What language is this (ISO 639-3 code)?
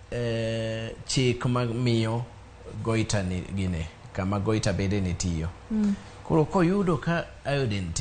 luo